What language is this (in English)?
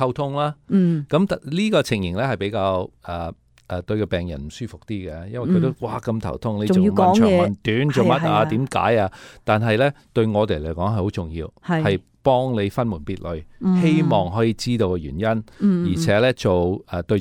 Cantonese